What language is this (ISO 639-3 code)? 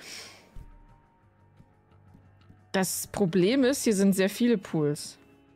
deu